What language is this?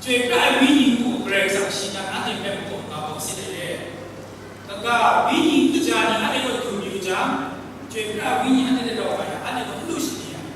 Kachin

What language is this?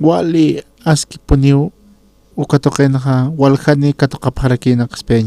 Aymara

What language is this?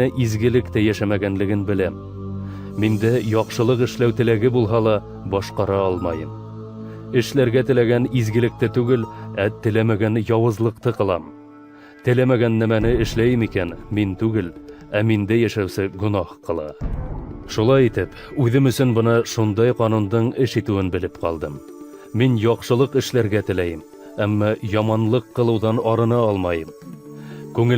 Bashkir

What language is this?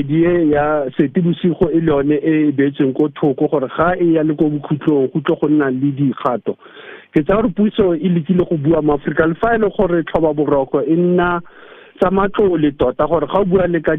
Tswana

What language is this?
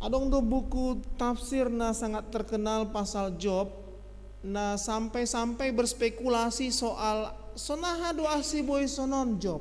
Batak Simalungun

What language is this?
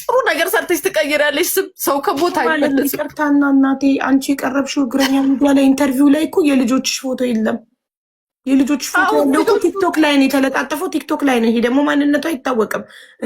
Amharic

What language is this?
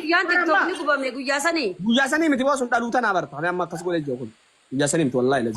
Oromo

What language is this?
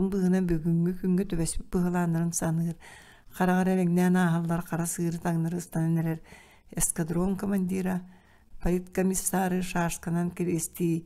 Yakut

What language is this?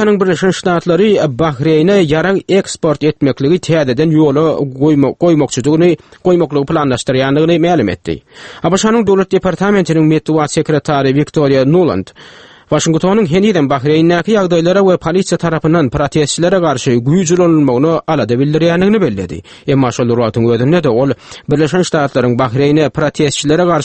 Turkmen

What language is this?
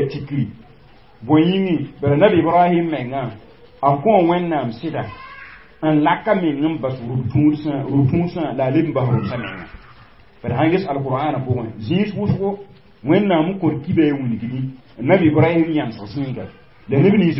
Mossi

